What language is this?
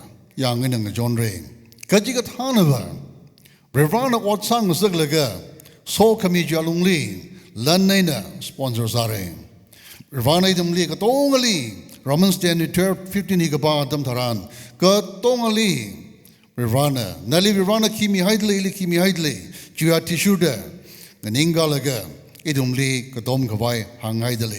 Tangkhul Naga (India)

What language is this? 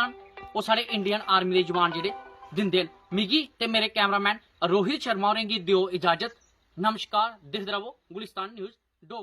Dogri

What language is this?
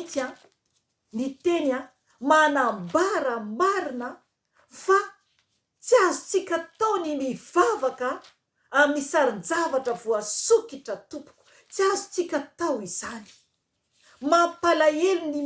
Malagasy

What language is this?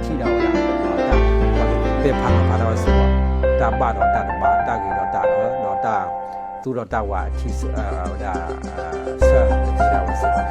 S'gaw Karen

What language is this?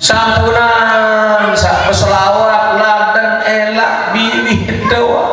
Sasak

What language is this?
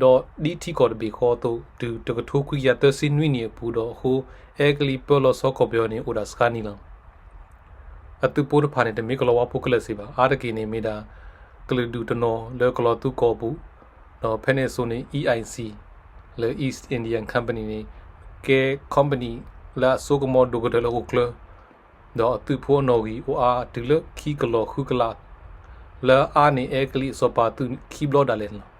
S'gaw Karen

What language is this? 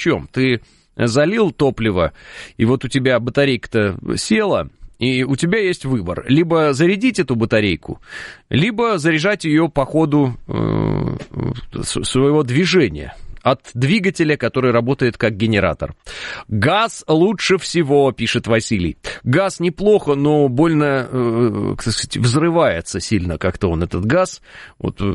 Russian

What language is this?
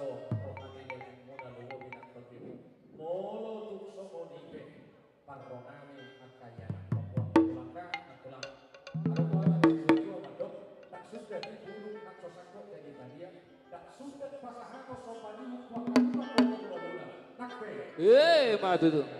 Batak Toba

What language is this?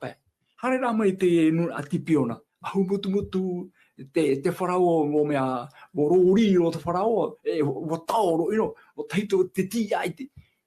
Tahitian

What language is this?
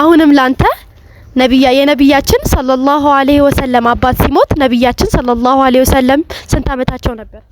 Amharic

